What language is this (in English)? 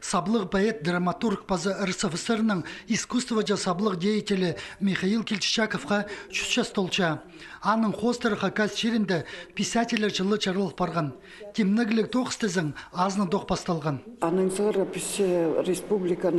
Khakas